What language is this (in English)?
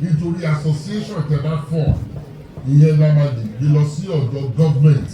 Yoruba